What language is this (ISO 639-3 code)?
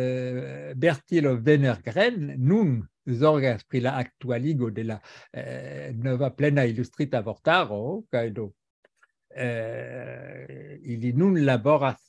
epo